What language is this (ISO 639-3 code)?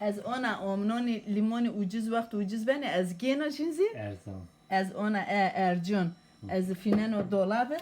zza